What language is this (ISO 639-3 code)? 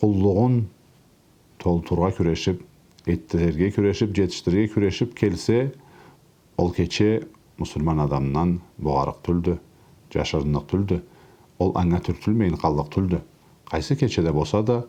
krc